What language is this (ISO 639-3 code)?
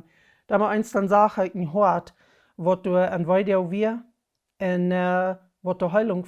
pdt